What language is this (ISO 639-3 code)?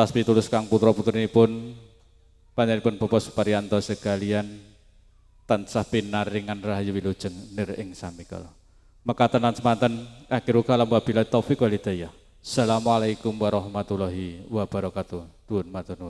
jav